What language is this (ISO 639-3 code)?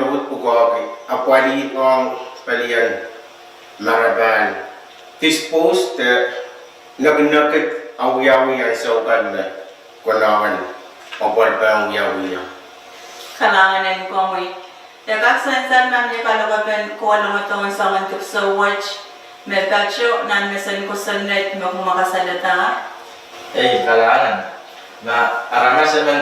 pon